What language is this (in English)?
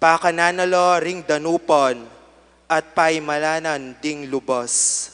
Pampanga